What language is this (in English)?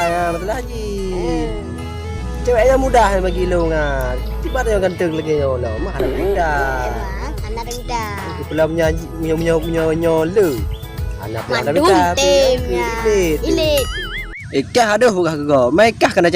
Achinese